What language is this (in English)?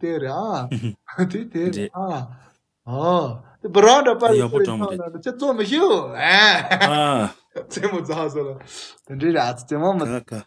Tibetan